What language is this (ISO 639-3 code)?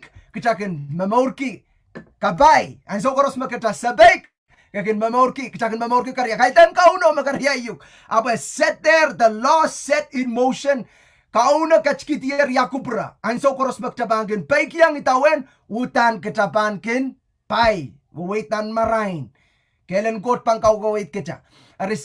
pon